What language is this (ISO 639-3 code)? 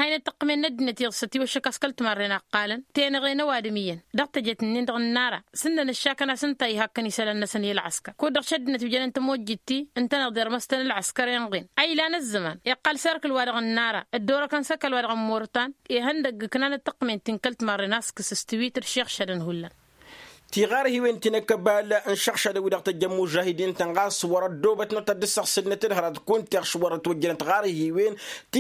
taq